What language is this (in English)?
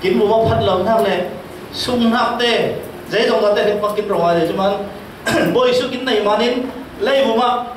Falam Chin